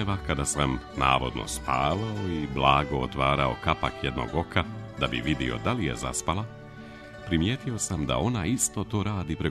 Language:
Serbian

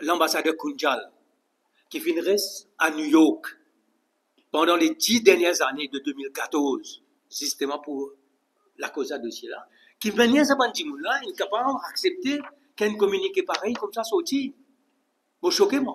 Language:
Morisyen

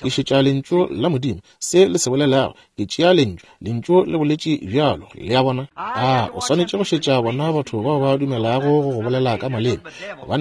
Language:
Northern Sotho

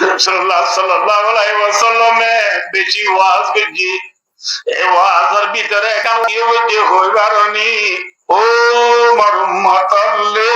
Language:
Rohingya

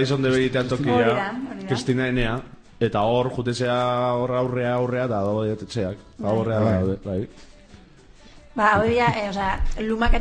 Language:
Basque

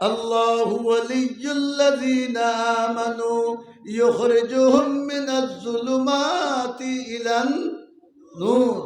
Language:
Sylheti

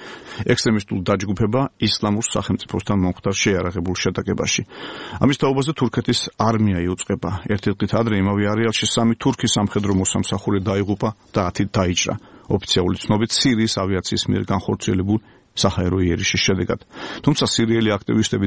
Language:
Georgian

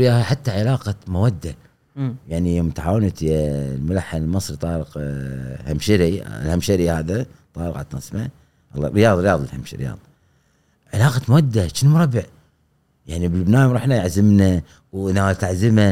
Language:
Gulf Arabic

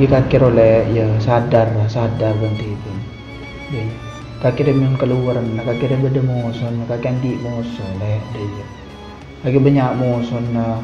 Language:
Madurese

